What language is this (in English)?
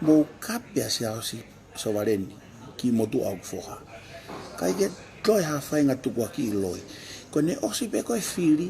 Tongan